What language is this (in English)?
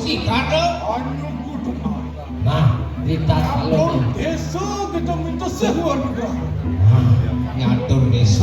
Balinese